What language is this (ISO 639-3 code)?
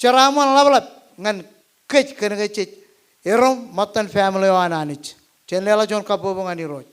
mah